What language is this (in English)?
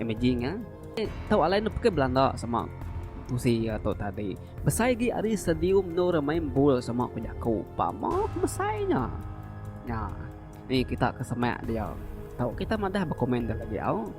Iban